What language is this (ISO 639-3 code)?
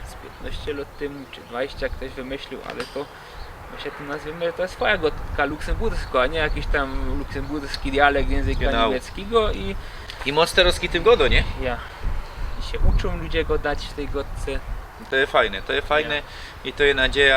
szl